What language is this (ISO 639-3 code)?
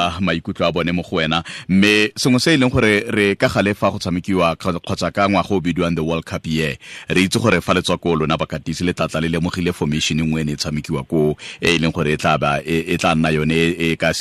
tsn